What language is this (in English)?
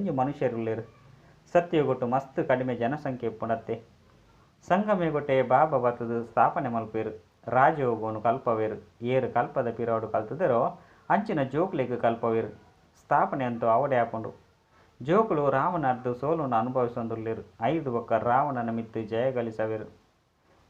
Tulu